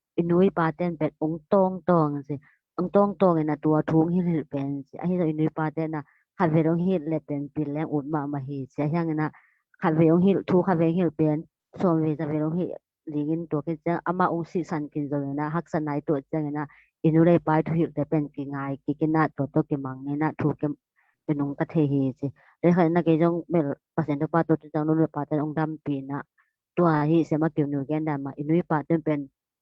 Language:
Tedim Chin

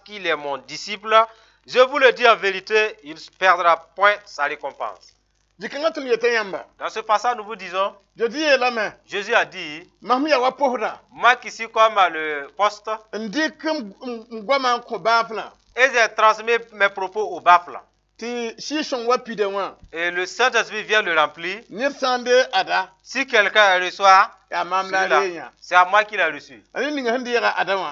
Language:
Mossi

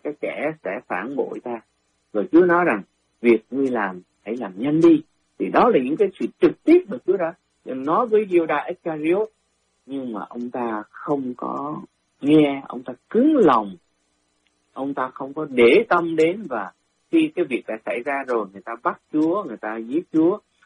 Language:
Vietnamese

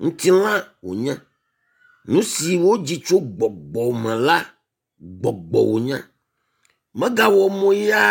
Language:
Ewe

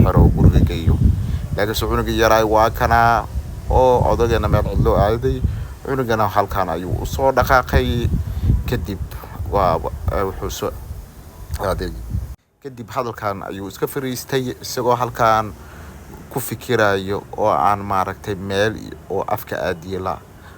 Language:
Somali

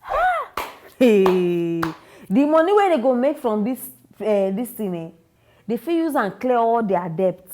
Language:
Nigerian Pidgin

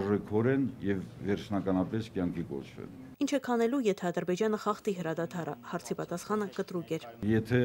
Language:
Armenian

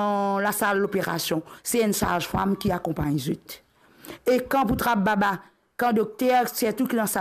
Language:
Morisyen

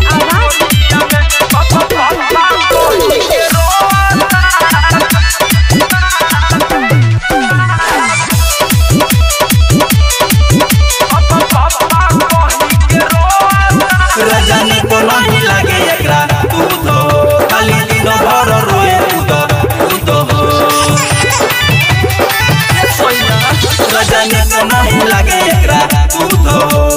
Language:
Bhojpuri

